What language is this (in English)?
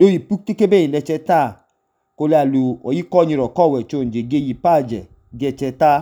Idoma